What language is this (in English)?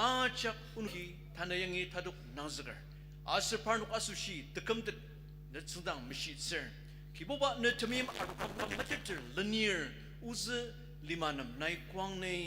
Ao Naga